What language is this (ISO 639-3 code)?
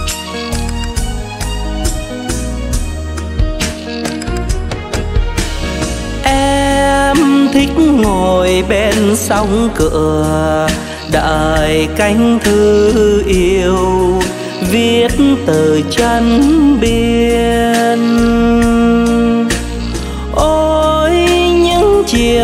vie